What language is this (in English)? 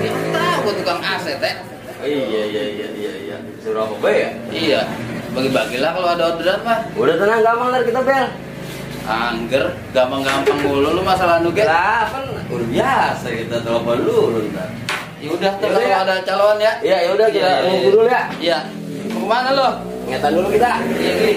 Betawi